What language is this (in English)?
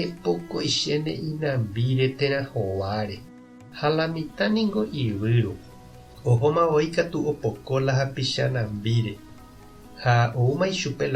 Guarani